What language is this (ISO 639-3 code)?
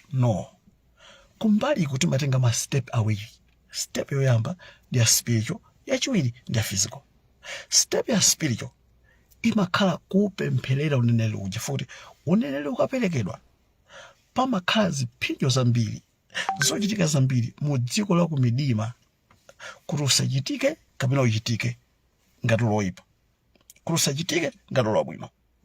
nya